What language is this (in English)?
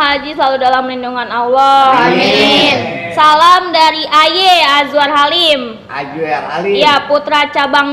Betawi